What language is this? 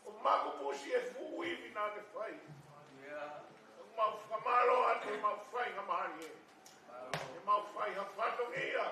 Tongan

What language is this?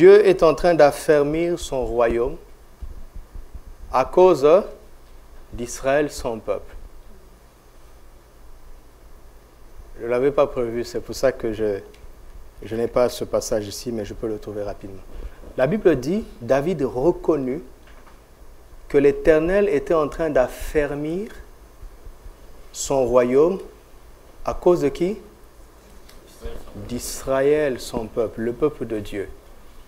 French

